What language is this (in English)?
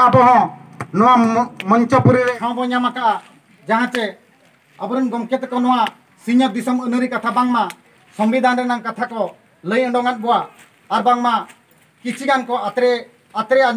Santali